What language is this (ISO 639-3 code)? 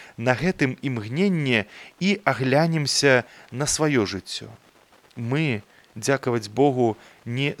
bel